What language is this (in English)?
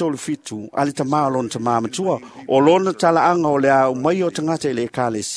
Samoan